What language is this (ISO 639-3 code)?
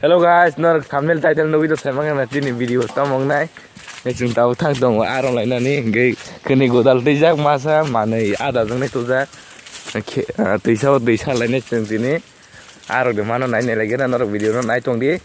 trp